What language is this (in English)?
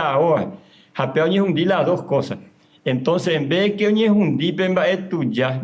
Guarani